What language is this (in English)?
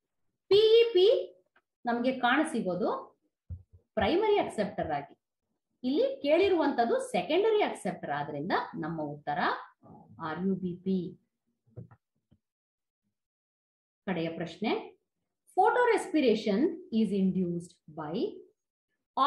Kannada